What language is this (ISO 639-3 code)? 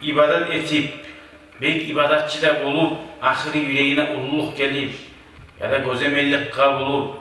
kum